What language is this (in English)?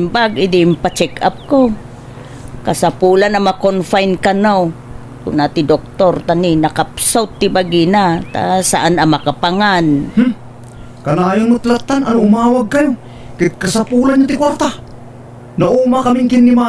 Iloko